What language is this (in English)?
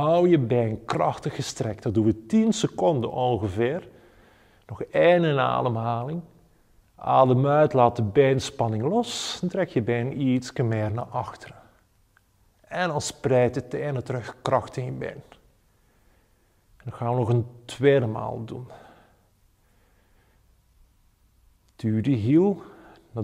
Dutch